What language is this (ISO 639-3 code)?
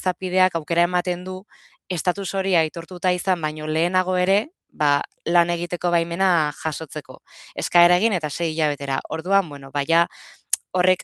eus